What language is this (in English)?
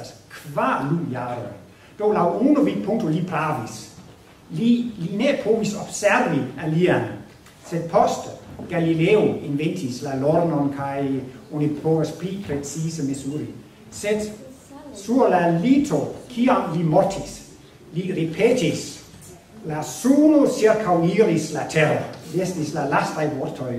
Esperanto